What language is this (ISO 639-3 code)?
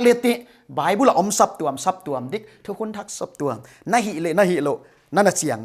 pck